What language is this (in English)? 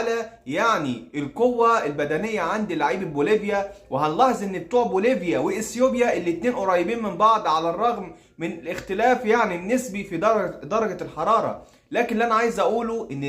Egyptian Arabic